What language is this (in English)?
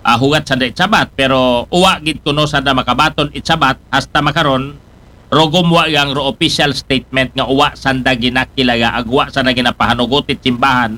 Aklanon